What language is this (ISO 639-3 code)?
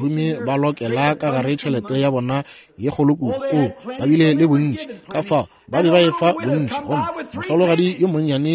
nso